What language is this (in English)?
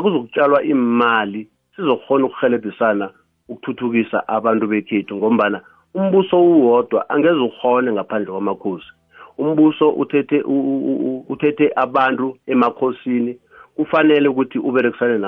South Ndebele